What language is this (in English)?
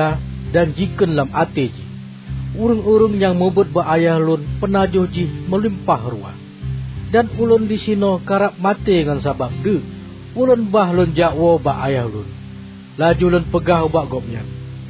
Achinese